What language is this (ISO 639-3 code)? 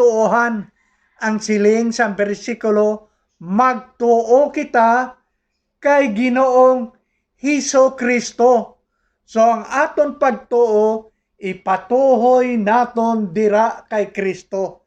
hil